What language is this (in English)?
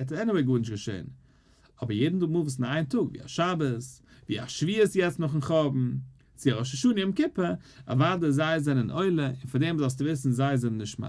Yiddish